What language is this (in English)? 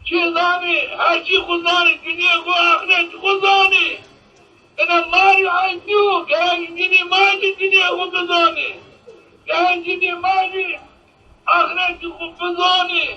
Zaza